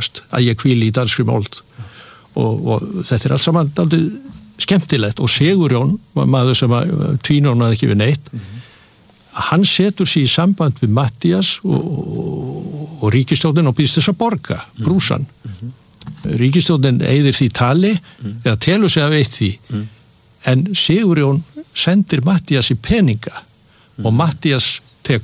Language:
Icelandic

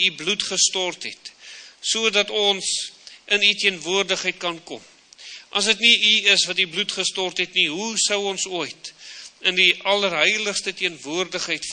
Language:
Afrikaans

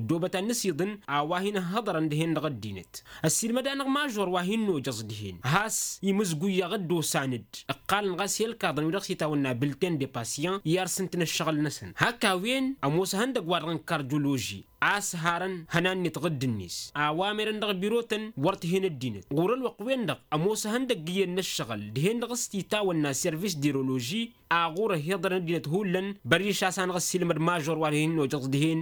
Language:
Tamasheq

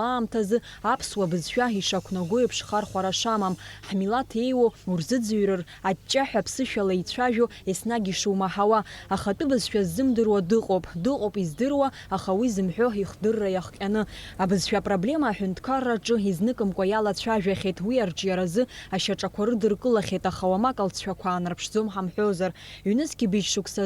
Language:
Abkhazian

